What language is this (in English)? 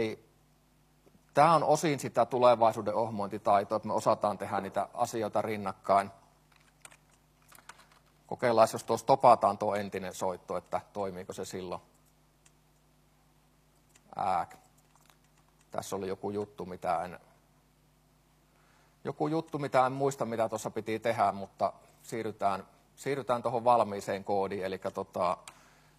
Finnish